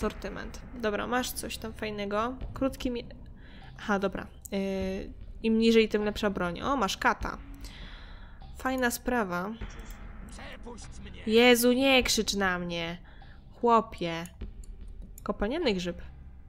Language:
Polish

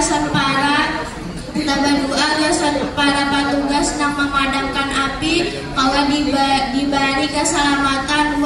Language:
Banjar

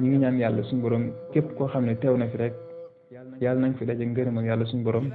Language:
Wolof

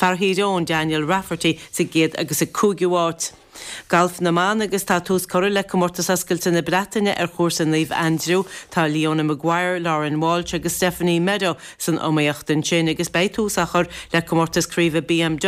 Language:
Irish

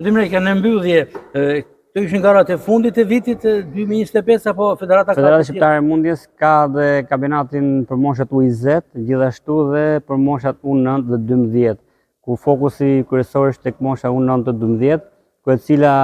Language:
Albanian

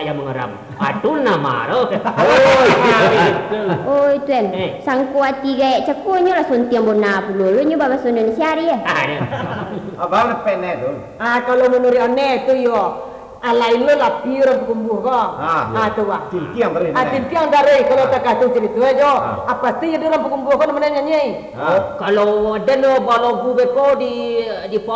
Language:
Minangkabau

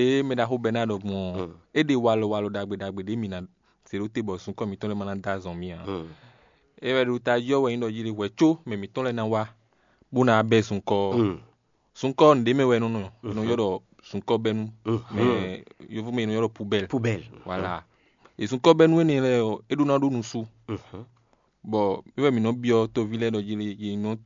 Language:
Fon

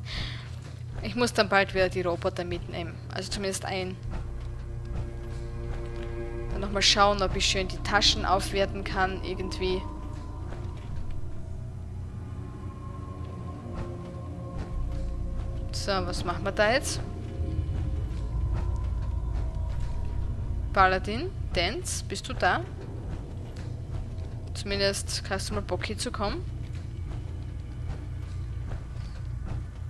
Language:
German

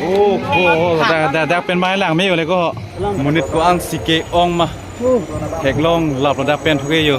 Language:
Karbi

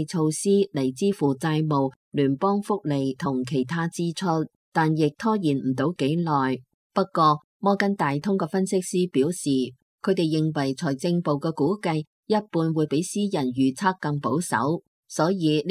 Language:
Cantonese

